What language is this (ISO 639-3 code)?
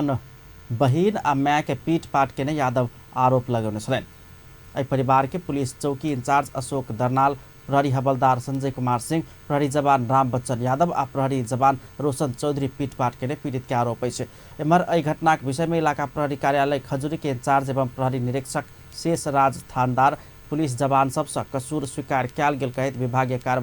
mai